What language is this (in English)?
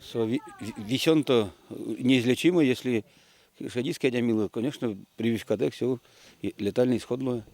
Udmurt